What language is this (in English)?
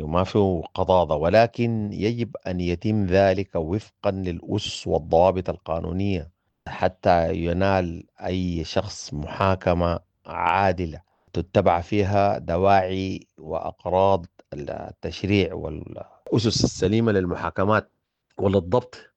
Sudanese Arabic